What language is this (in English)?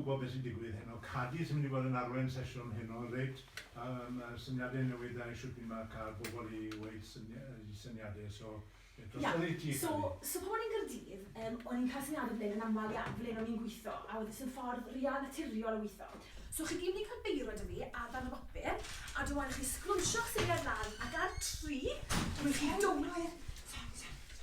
Welsh